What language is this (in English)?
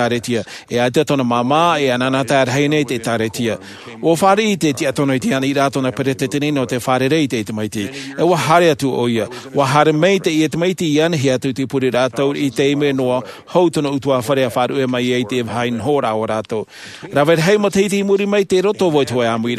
Tahitian